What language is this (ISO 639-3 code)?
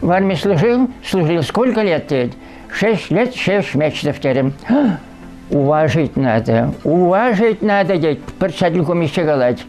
chv